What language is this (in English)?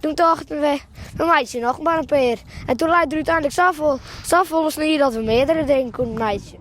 Western Frisian